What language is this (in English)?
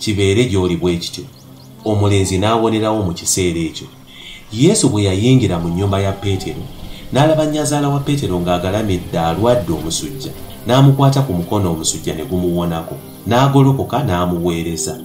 Ganda